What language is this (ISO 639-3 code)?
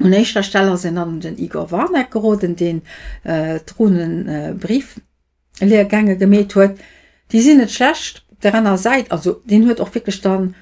ltz